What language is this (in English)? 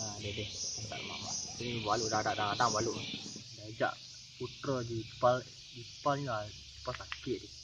Minangkabau